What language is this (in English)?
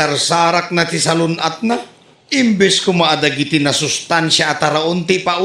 Iloko